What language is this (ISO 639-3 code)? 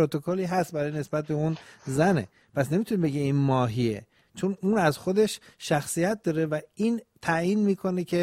fas